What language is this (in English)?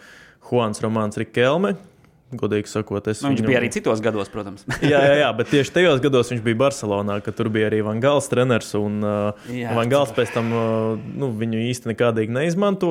Latvian